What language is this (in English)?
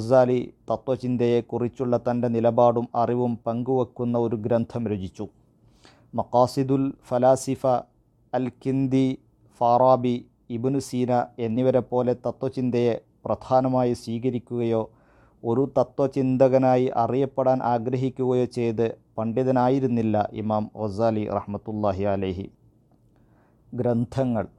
Malayalam